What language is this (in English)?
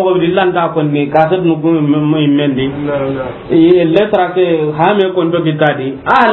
Soninke